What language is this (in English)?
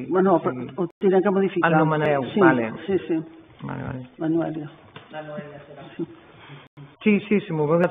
Catalan